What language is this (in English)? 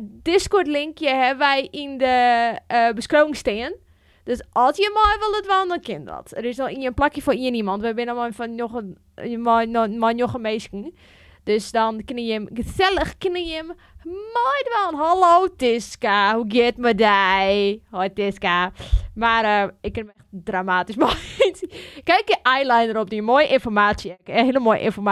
Western Frisian